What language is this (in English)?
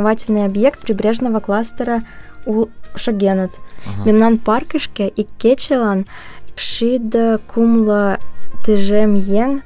Mari